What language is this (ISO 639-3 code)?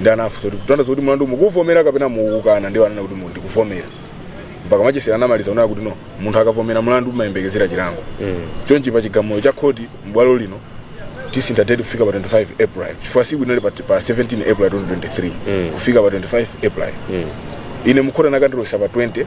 nya